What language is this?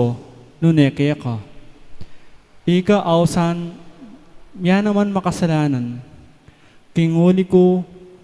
Pampanga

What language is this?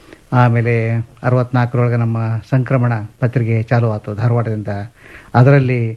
Kannada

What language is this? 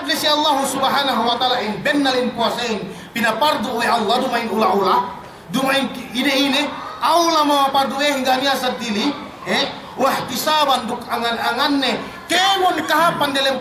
Yakan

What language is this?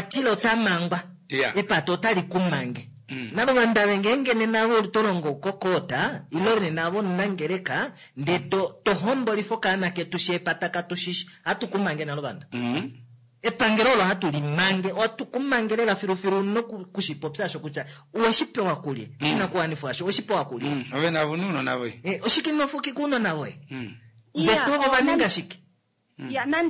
Kuanyama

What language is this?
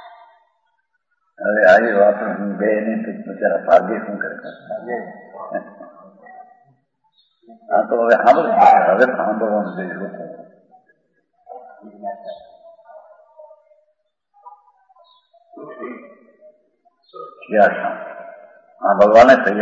Gujarati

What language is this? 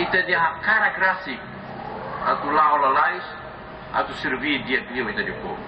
Tetum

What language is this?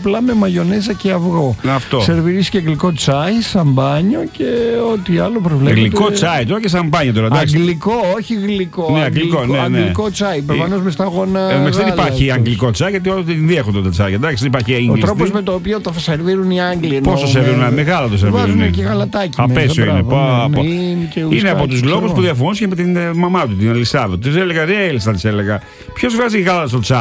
Greek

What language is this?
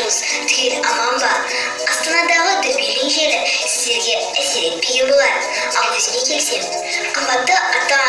Kazakh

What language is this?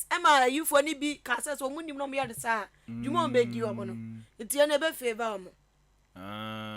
Akan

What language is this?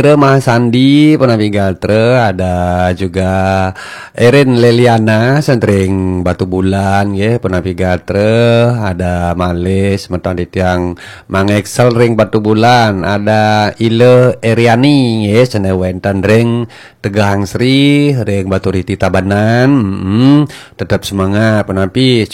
Balinese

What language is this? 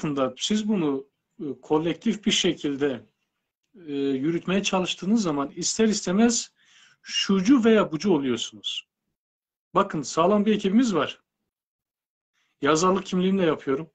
Turkish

